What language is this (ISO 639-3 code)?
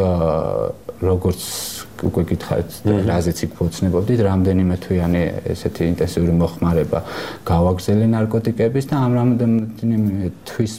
kat